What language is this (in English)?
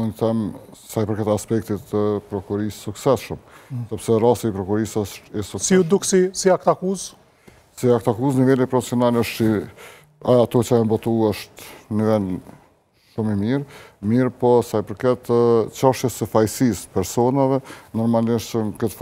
Albanian